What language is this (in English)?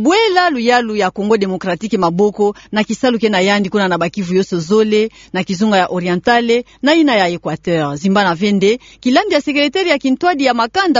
Kituba (Democratic Republic of Congo)